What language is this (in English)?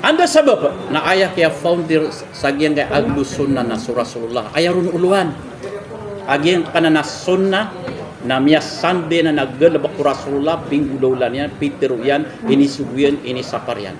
Maranao